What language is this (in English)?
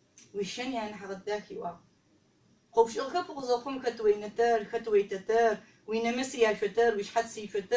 Adyghe